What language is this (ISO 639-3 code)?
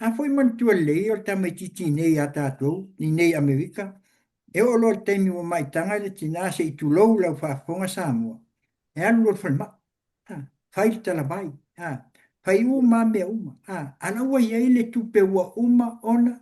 smo